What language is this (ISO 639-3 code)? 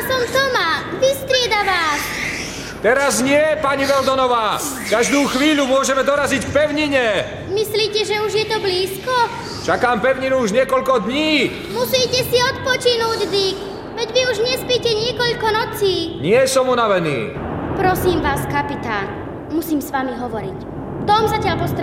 slk